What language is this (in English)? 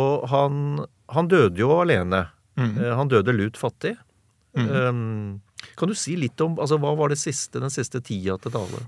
Norwegian